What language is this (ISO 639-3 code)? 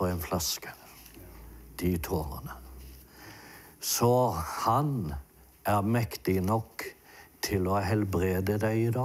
nor